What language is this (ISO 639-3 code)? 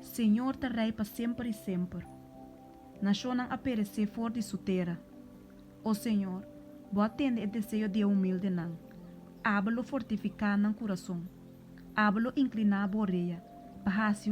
pap